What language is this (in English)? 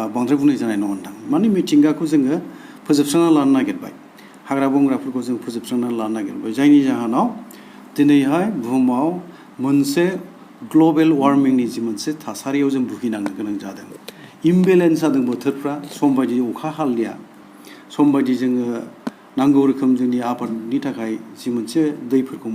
Bodo